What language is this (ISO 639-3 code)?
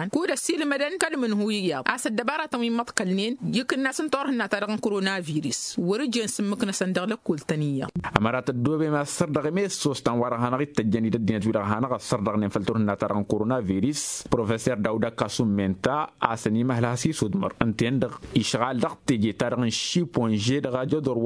taq